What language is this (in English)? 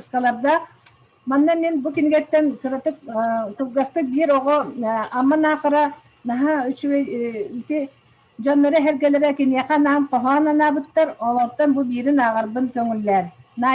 Yakut